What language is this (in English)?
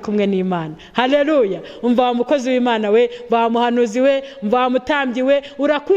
Kinyarwanda